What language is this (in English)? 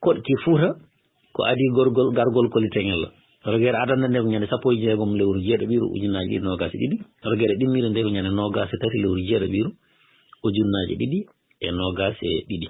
Fula